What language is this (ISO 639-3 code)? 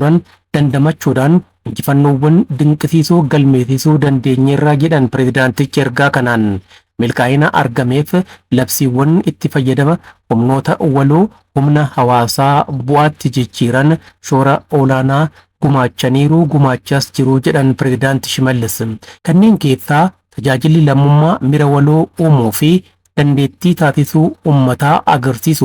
orm